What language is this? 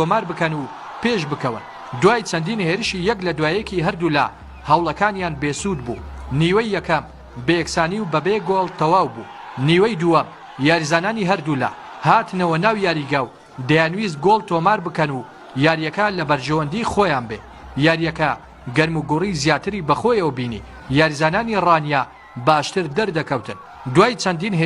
Central Kurdish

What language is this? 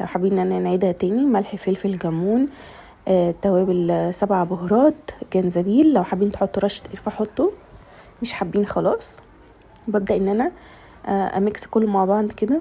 Egyptian Arabic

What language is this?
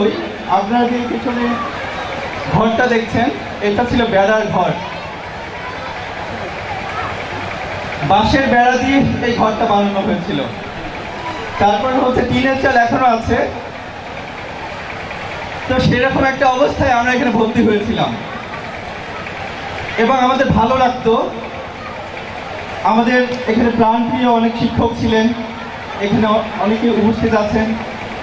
Bangla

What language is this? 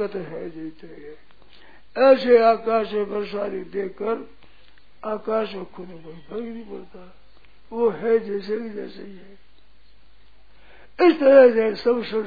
Hindi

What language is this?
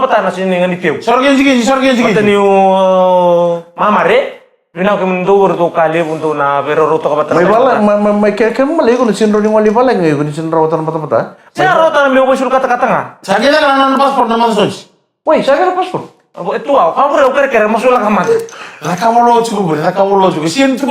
Fijian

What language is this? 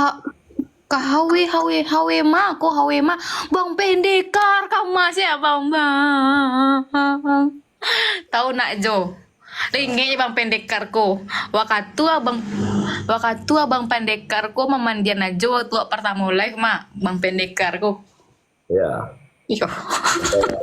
Minangkabau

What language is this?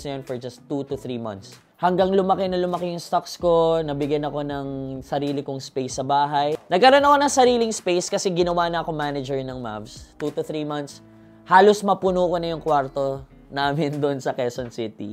Filipino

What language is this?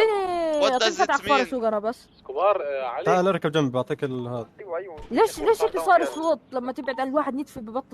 North Levantine Arabic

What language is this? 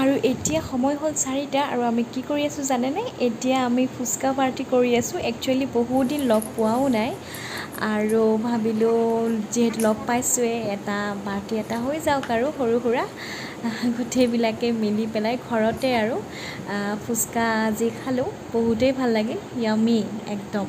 Assamese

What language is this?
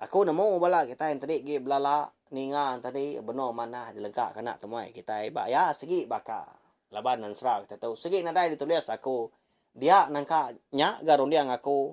Iban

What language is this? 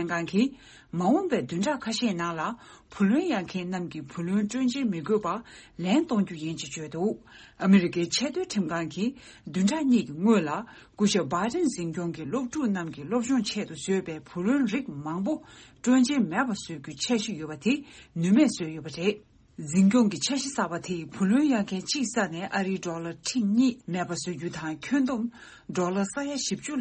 Tibetan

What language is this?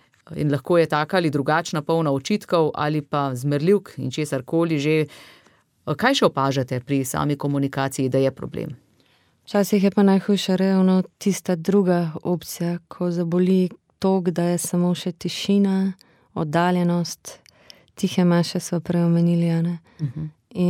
Slovenian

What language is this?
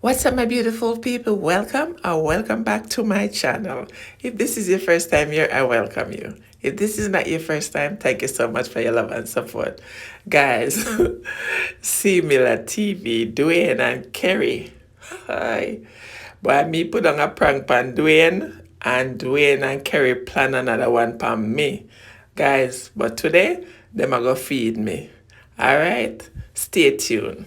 Jamaican Creole English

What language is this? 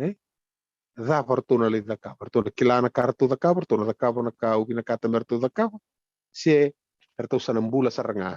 Fijian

